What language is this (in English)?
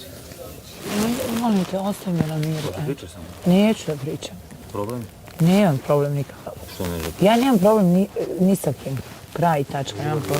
Bosnian